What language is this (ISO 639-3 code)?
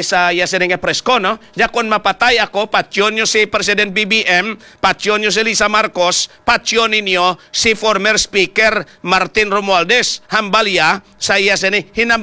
hil